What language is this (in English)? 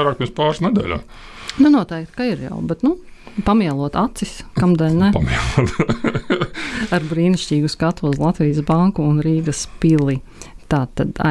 Latvian